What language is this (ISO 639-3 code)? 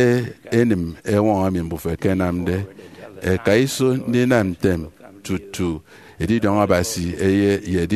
efi